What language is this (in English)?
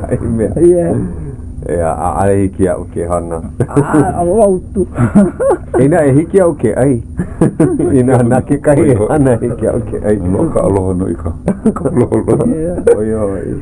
Hawaiian